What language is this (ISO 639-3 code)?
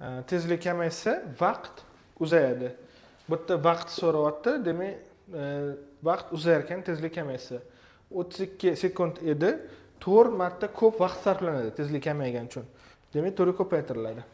uzb